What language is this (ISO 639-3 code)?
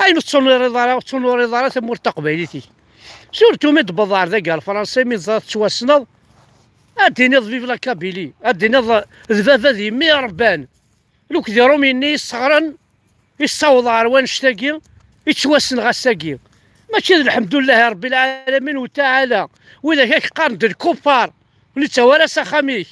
kab